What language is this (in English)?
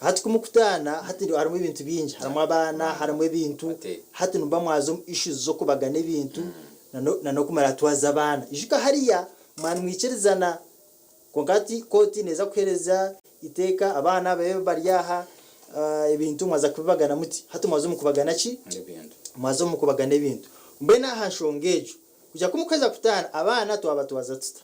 Nyankole